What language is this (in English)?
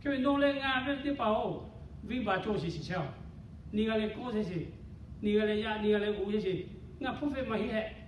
Lahu